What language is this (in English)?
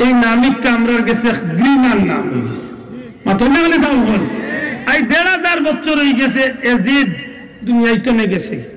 Sylheti